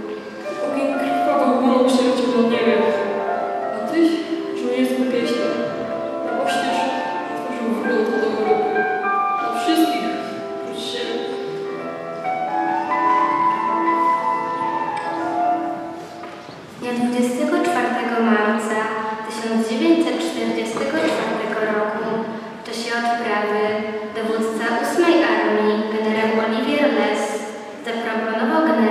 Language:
Polish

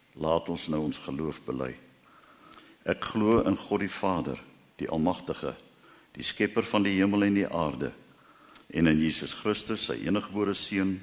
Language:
Afrikaans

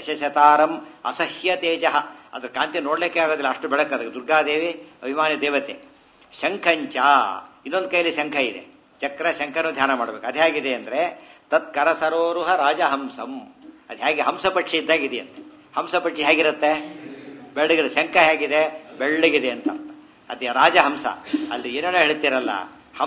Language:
Kannada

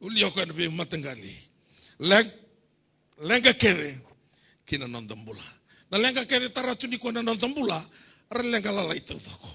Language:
Fijian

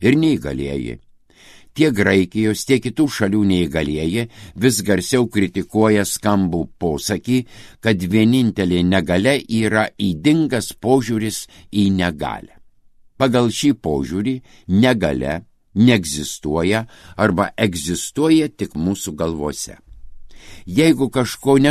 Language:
Lithuanian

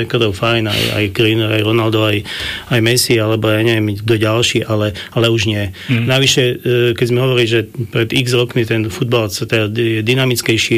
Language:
Slovak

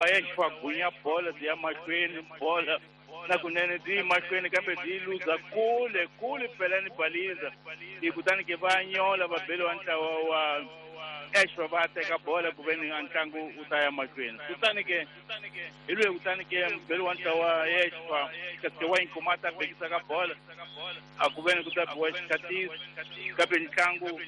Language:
Tsonga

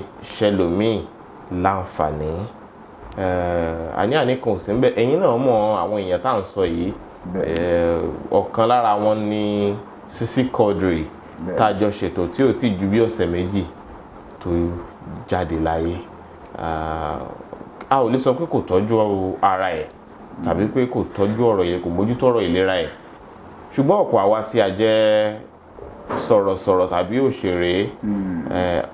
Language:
Yoruba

